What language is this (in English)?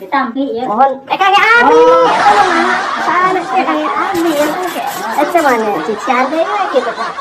Sundanese